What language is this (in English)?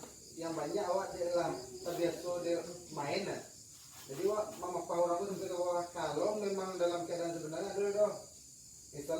Minangkabau